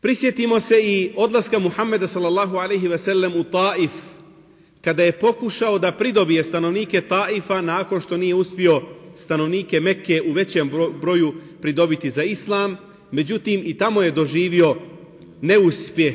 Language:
Bosnian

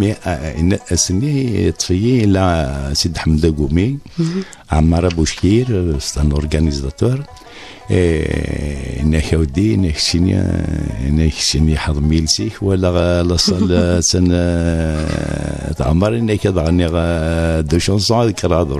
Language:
Kabyle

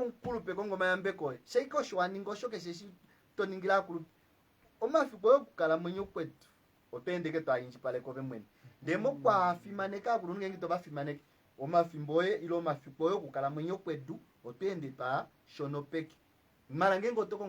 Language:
Kuanyama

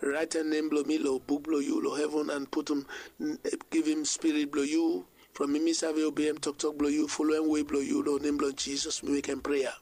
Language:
Bislama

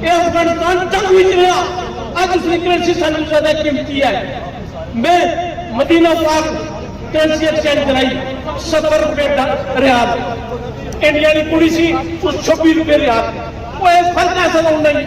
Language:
Pahari-Potwari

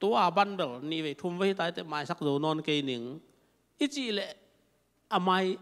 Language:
Tedim Chin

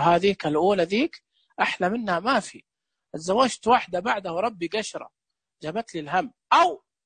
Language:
Najdi Arabic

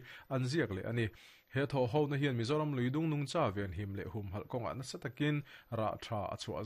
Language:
Mizo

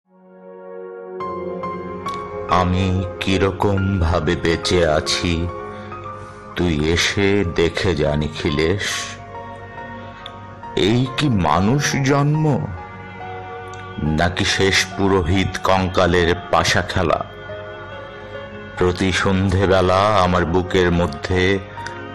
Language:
Bangla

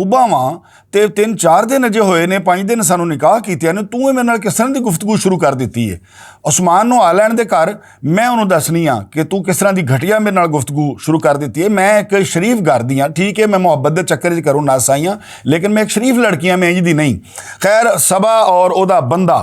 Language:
Western Panjabi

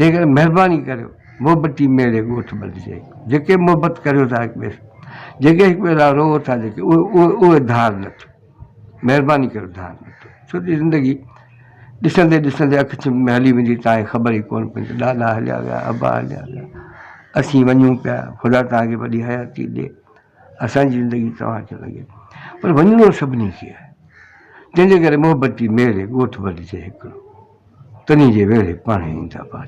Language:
Sindhi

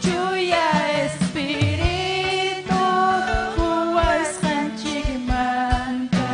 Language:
Ayacucho Quechua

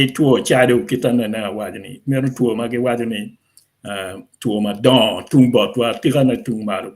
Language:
Acoli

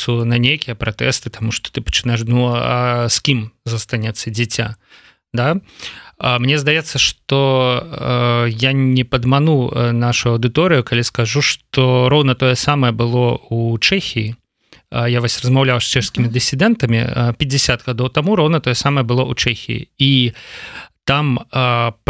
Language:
Belarusian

